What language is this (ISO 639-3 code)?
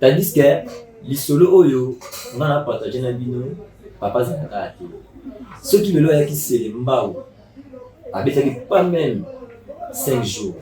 lin